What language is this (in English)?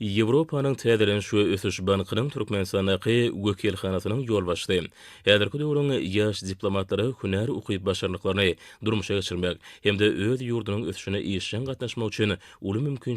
Turkmen